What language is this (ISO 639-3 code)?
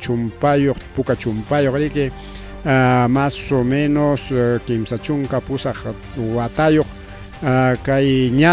quy